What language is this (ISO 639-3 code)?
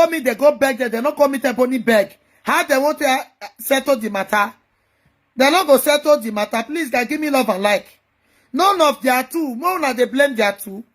pcm